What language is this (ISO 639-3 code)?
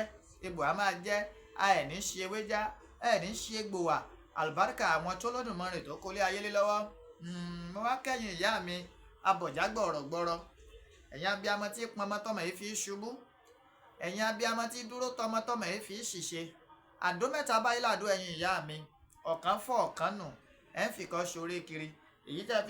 yor